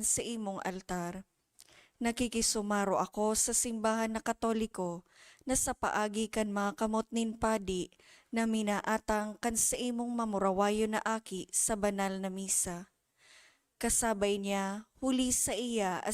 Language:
Bikol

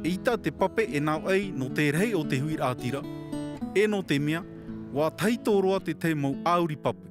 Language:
Tahitian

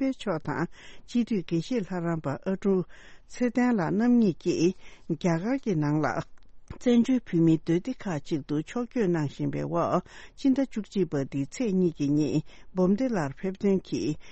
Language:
Tibetan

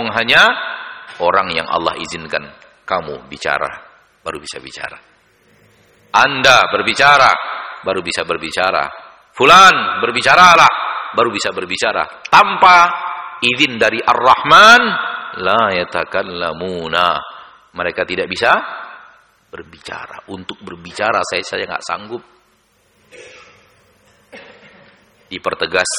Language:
Indonesian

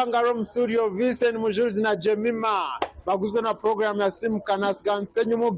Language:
Nyankole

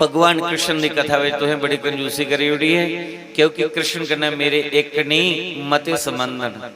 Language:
Dogri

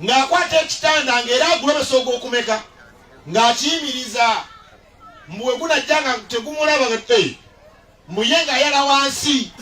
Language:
Ganda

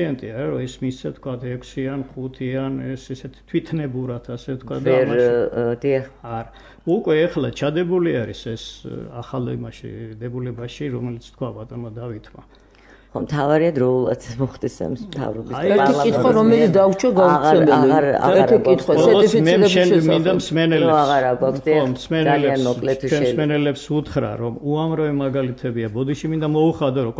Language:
Georgian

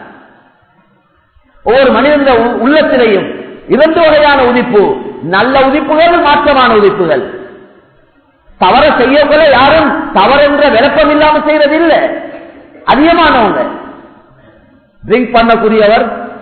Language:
Tamil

